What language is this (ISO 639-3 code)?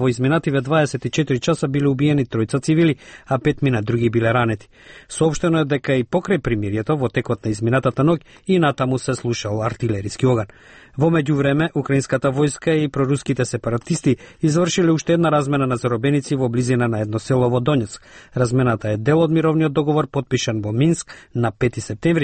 mkd